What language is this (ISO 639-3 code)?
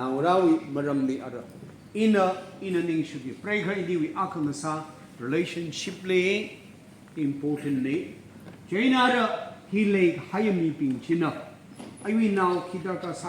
nmf